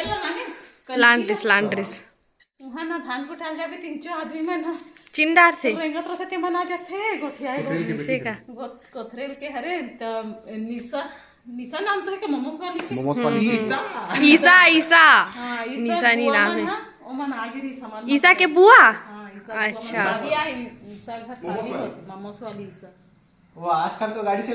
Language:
Chhattisgarhi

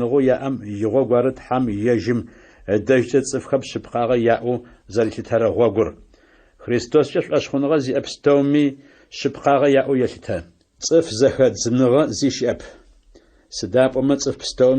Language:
Adyghe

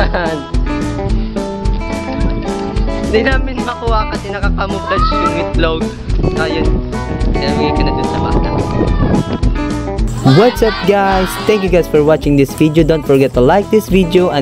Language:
Filipino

